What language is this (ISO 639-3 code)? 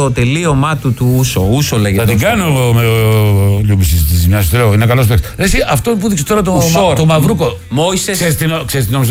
ell